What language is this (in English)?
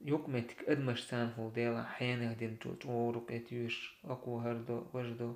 Chechen